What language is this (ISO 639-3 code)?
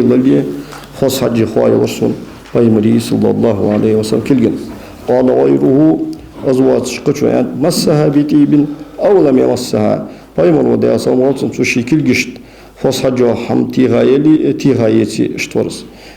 inh